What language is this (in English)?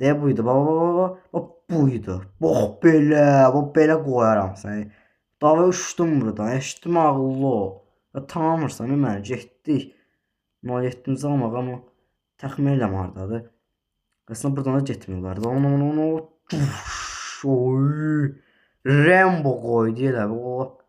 Azerbaijani